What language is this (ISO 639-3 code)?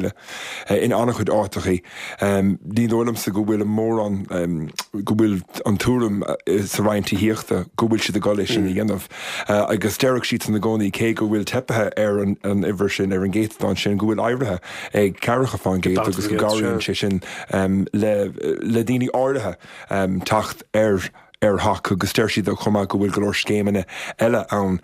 gle